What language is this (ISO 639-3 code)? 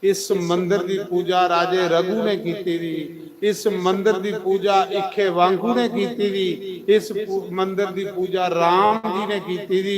doi